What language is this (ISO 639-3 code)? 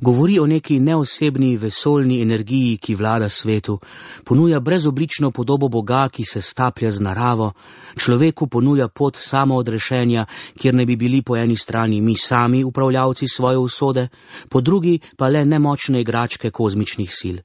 slv